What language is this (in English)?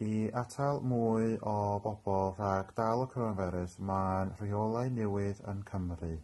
Welsh